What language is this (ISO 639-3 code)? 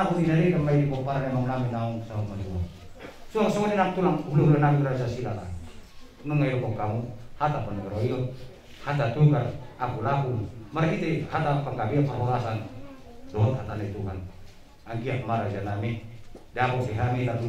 bbc